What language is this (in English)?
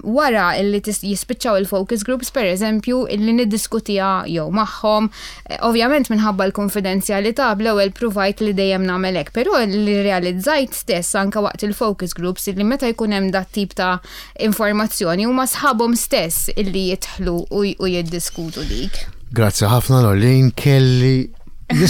Maltese